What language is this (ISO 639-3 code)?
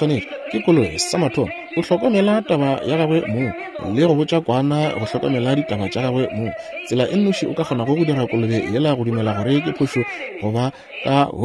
nso